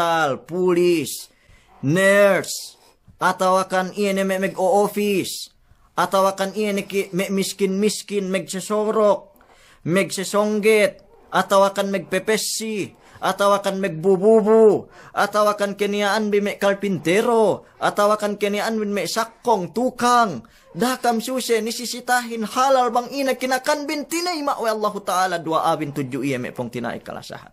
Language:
Yakan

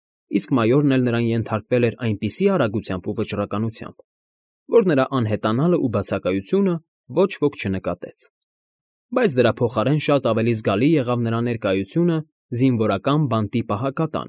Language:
Armenian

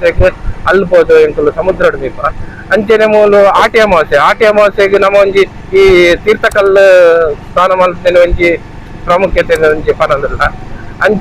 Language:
Tulu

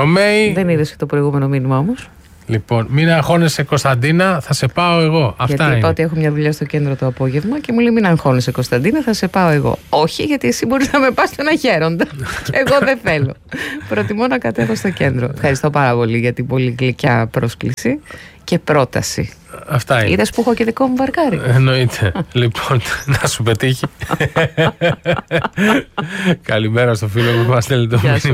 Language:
Greek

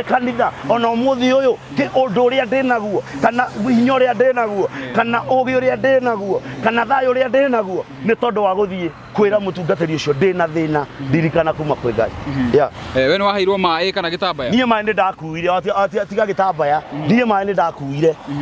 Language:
Kikuyu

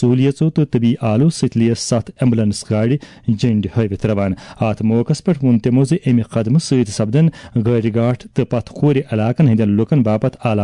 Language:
Kashmiri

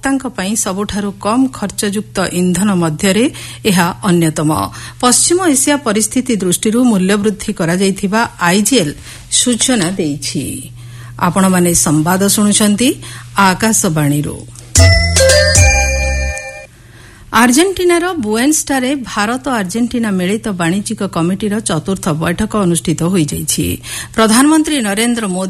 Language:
Odia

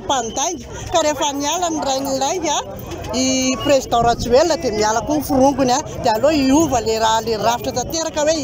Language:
Malagasy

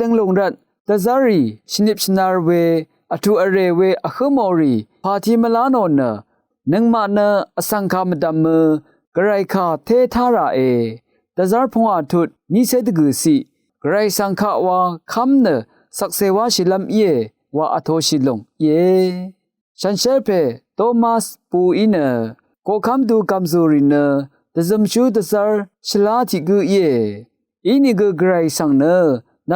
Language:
Rawang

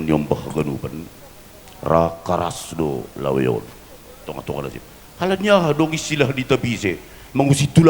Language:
Batak Simalungun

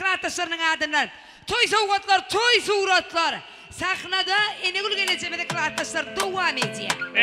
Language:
Turkmen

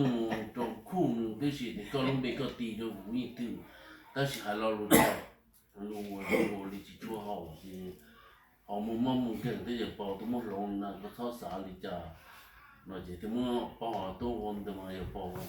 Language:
Hmong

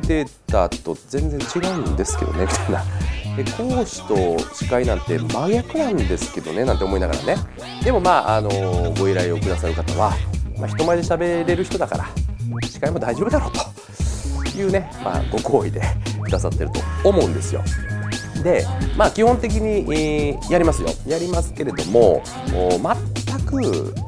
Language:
Japanese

